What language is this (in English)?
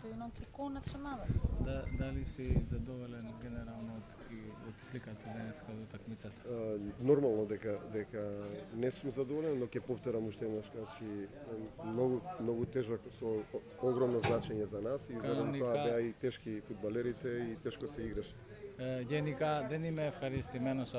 Macedonian